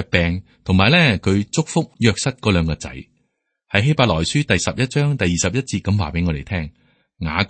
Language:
Cantonese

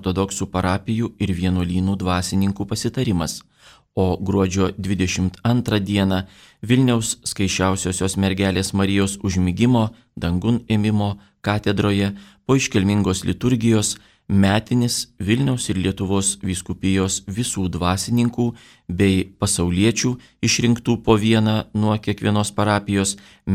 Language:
Lithuanian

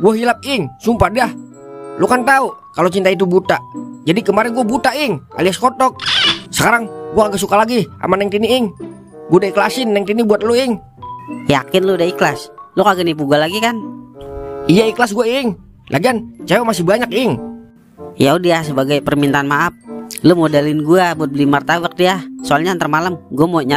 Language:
Betawi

